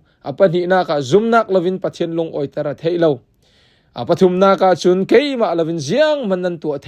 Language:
Falam Chin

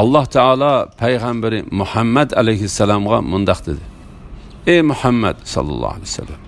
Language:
Uyghur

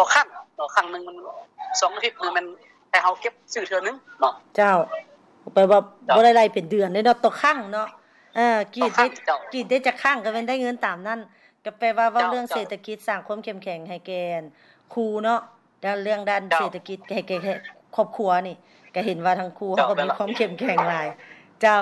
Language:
Lao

